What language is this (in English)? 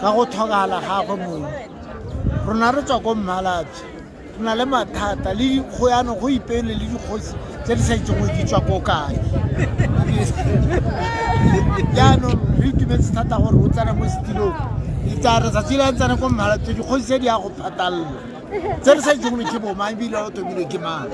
Tswana